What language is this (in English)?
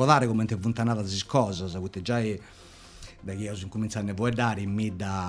Sardinian